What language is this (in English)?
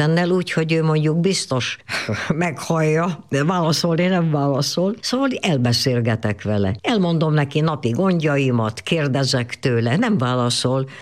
Hungarian